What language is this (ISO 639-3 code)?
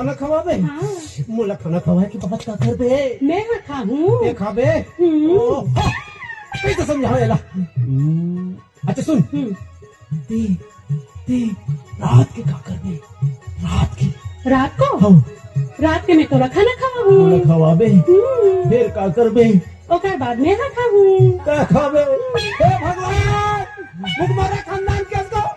hne